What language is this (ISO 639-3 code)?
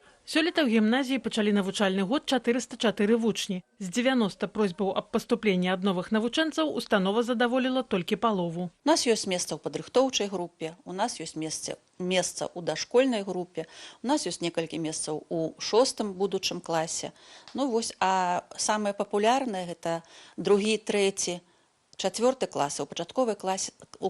bel